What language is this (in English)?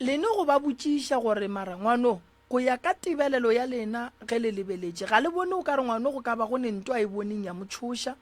Northern Sotho